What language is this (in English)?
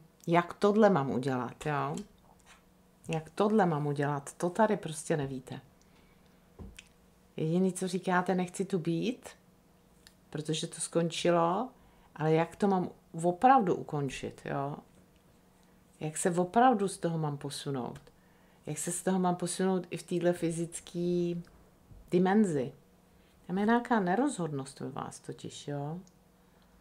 Czech